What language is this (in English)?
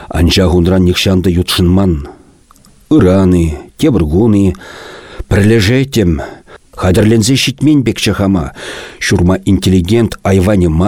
Chuvash